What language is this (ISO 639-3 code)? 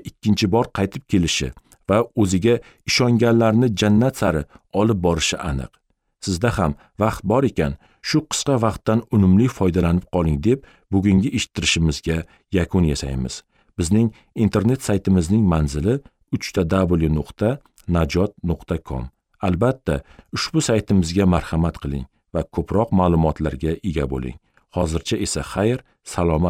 uzb